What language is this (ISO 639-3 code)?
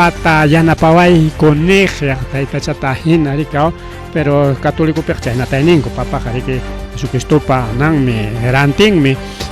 quy